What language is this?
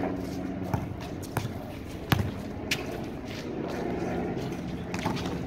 Filipino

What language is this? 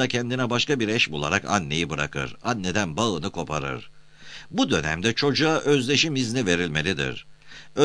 Turkish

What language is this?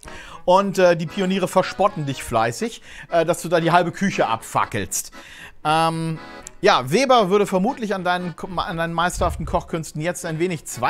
German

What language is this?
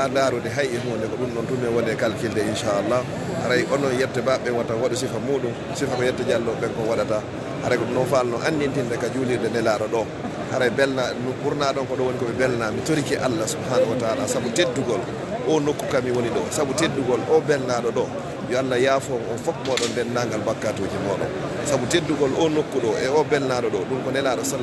Fula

